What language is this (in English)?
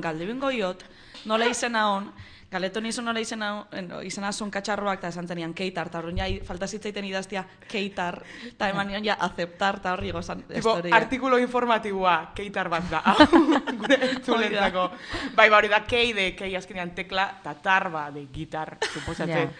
Basque